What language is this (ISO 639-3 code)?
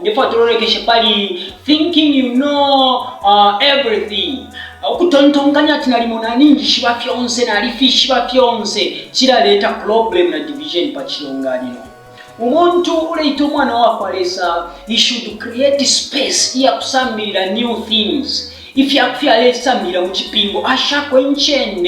bem